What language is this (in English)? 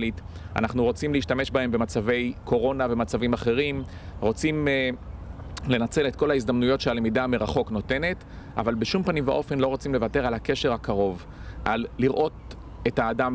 Hebrew